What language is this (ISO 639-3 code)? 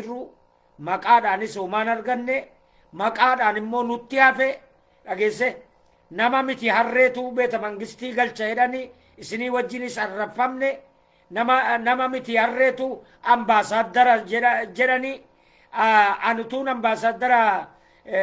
orm